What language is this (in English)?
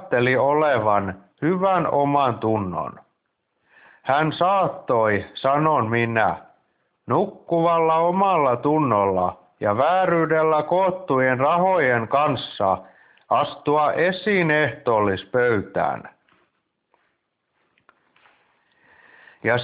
Finnish